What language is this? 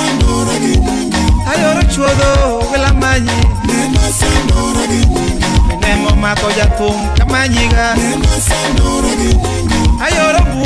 Luo (Kenya and Tanzania)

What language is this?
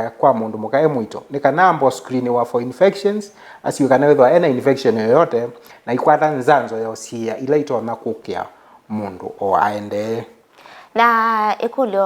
Kamba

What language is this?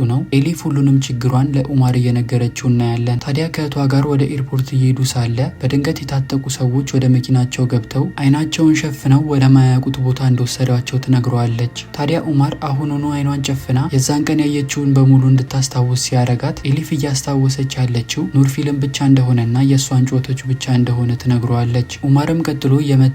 Amharic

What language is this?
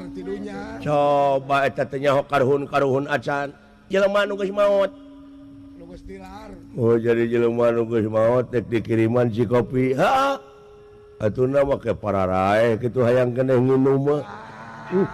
Sundanese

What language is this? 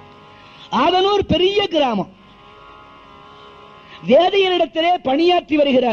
Tamil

